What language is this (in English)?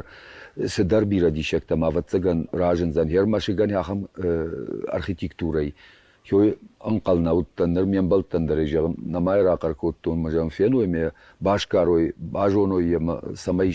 Ossetic